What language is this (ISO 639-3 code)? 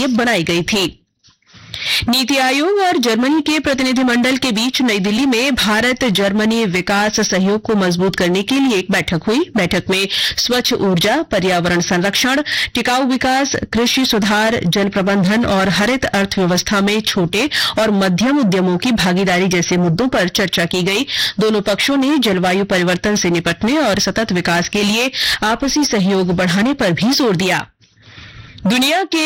hin